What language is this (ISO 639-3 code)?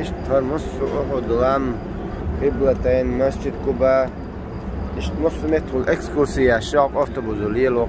che